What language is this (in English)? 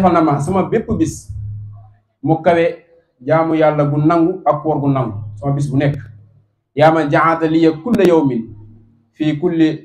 Wolof